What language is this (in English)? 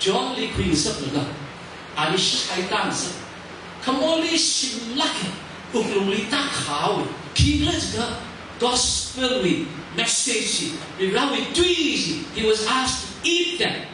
Tangkhul Naga (India)